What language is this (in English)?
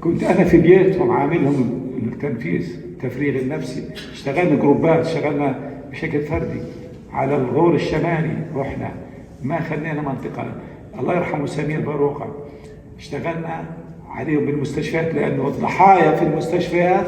North Levantine Arabic